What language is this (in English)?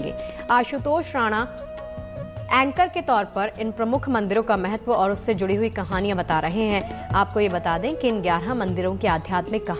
Hindi